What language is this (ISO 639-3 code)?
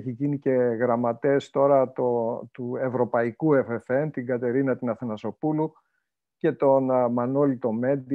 ell